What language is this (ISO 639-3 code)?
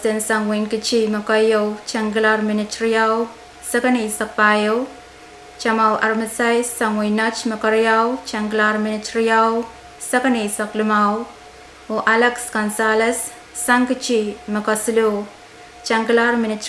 pon